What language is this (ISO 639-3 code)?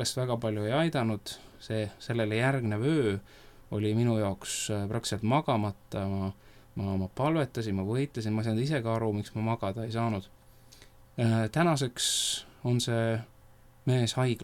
est